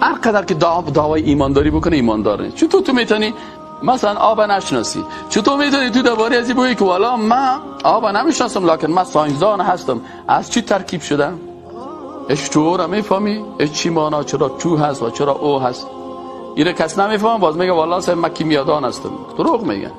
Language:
Persian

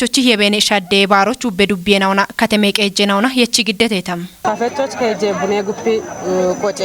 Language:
Kafa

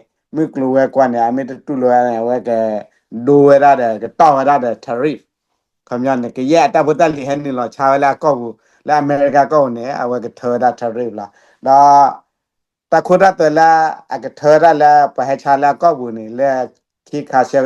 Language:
S'gaw Karen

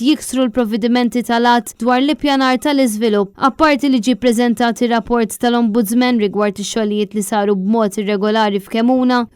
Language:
Maltese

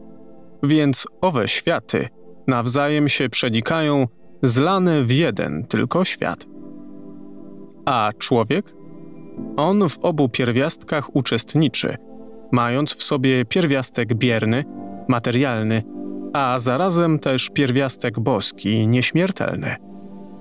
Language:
Polish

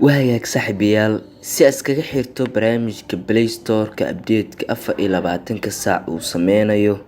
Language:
Somali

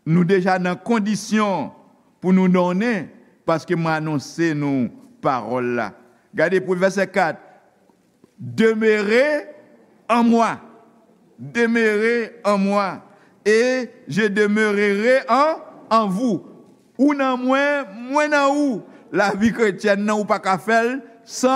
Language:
Haitian Creole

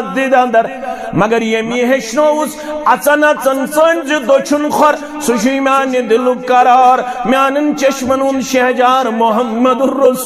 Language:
Kashmiri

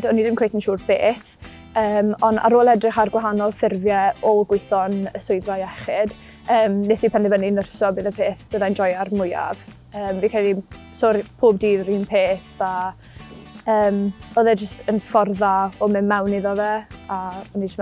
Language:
Welsh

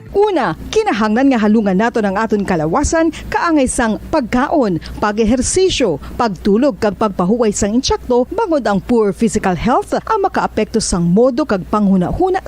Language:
Hiligaynon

